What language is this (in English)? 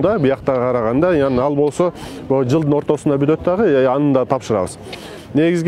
Kyrgyz